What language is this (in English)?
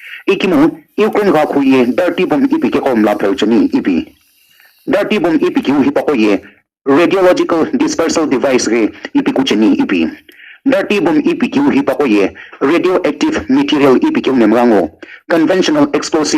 Sumi Naga